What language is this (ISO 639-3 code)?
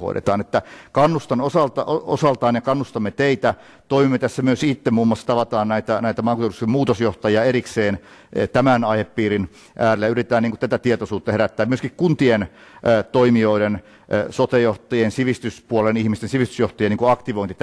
fin